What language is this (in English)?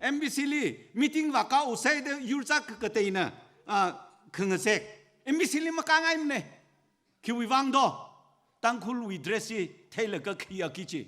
Tangkhul Naga (India)